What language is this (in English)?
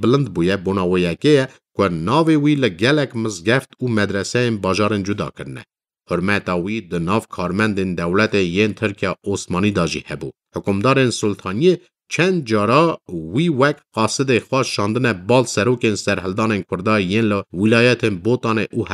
Kurdish